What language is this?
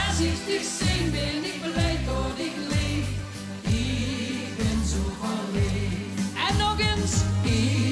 Limburgish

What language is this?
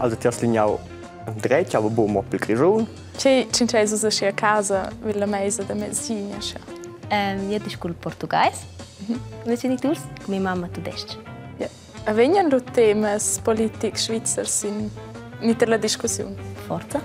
Romansh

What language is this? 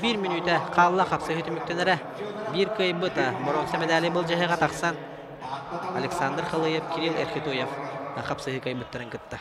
Yakut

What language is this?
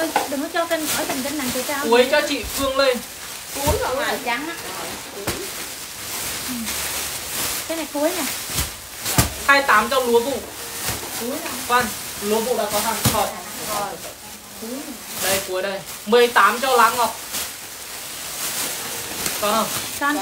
Vietnamese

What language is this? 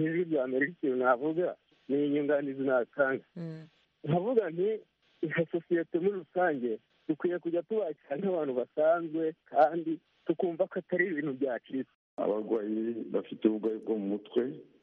Kinyarwanda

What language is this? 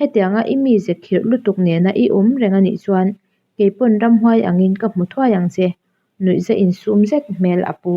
Mizo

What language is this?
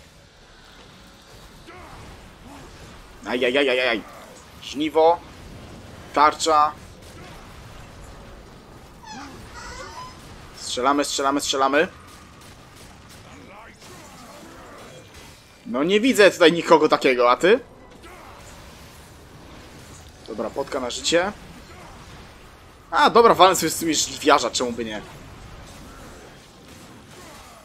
Polish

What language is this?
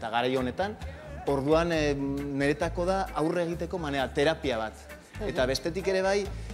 Basque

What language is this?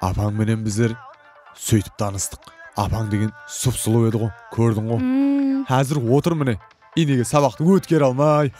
Kara-Kalpak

